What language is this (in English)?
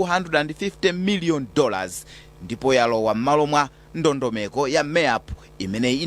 Nyanja